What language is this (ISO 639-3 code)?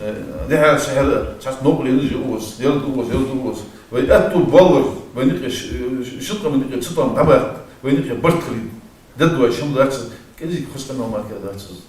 che